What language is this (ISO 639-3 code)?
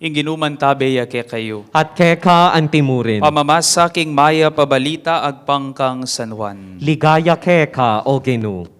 pam